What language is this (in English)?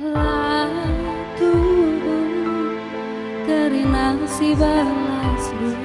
Batak Karo